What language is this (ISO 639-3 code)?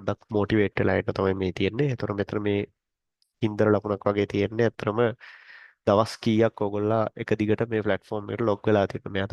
sin